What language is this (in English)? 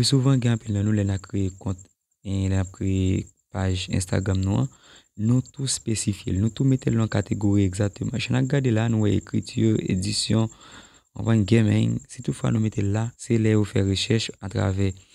Haitian Creole